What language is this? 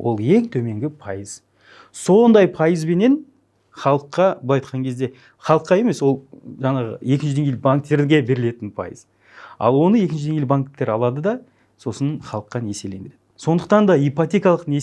Kazakh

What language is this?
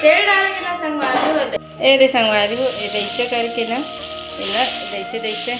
Chhattisgarhi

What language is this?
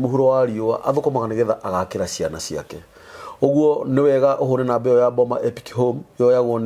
Kikuyu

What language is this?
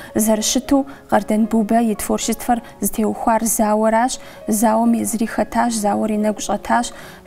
Kabardian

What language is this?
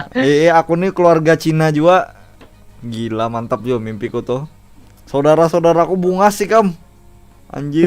Banjar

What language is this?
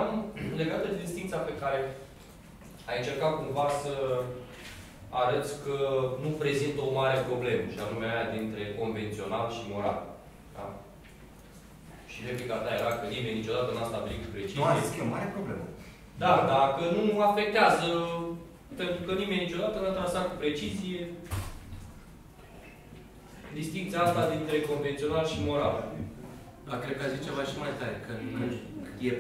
Romanian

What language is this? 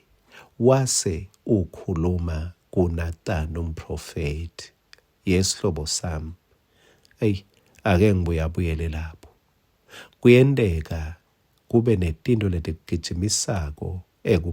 Swati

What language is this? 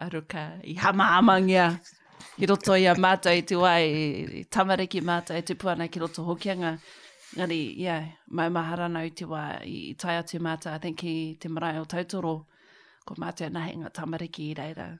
Māori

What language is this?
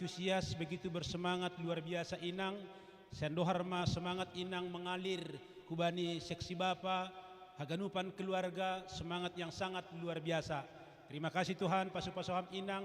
Batak Simalungun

